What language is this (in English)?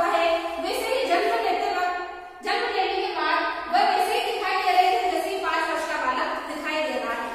Hindi